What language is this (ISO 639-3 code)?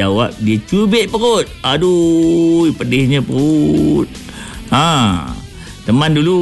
msa